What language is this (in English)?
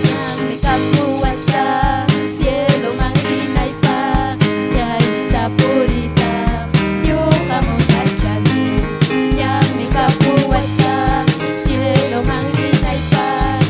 Ayacucho Quechua